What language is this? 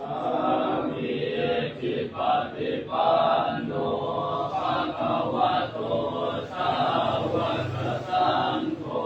Pali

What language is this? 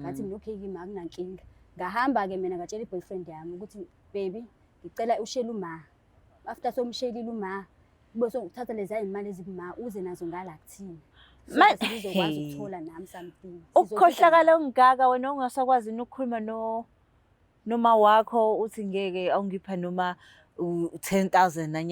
Zulu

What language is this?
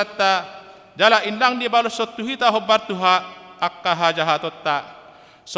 Batak Toba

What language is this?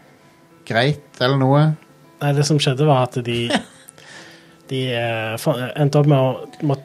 Norwegian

